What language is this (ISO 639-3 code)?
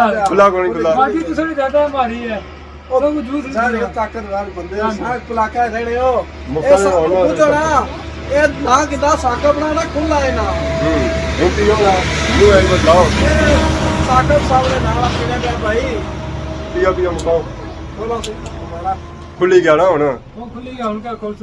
phr